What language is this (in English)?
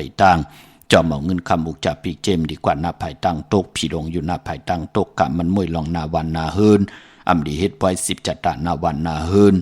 Shan